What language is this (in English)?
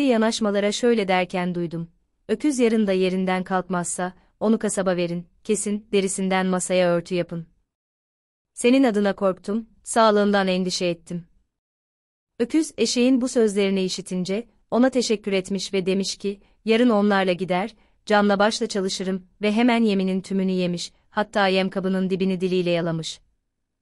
Turkish